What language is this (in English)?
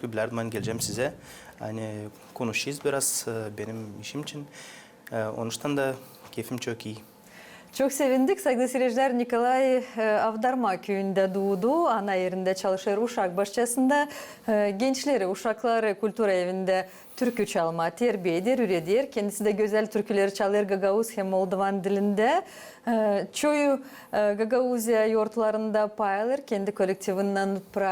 Gagauz